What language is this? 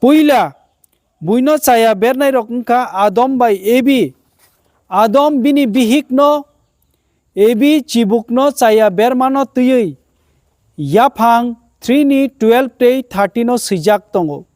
Kok Borok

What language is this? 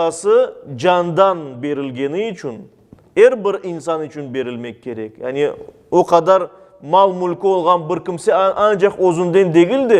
Crimean Tatar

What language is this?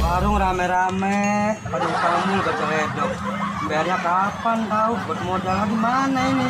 Betawi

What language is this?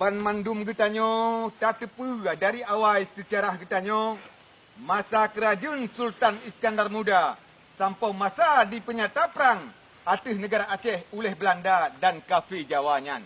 Achinese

